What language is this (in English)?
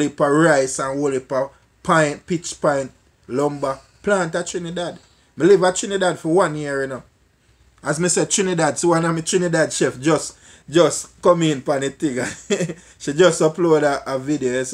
Jamaican Creole English